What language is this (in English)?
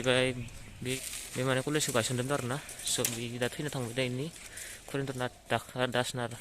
Bodo